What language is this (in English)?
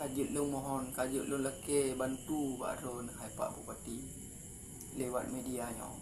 Achinese